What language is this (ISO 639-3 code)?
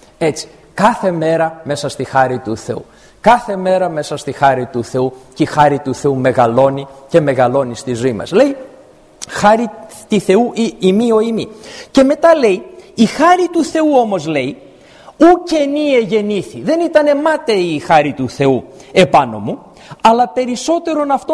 ell